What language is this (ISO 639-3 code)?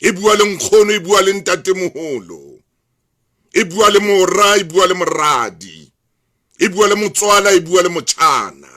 sot